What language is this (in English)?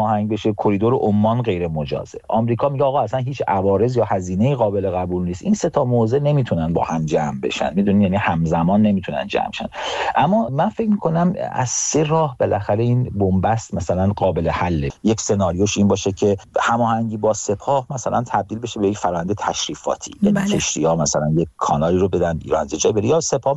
Persian